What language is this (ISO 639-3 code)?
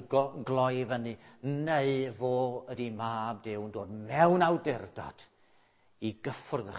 cym